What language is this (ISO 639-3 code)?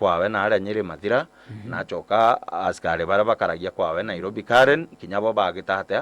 mer